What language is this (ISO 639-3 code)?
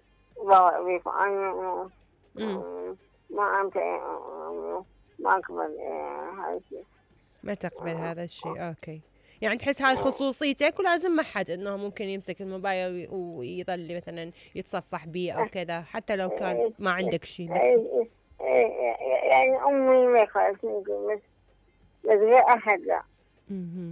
acm